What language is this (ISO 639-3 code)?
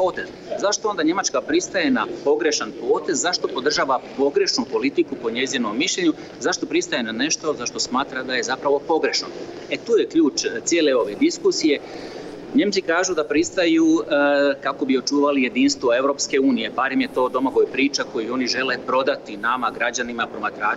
hrv